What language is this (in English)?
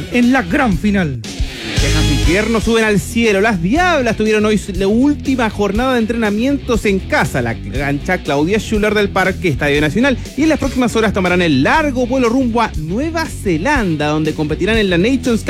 Spanish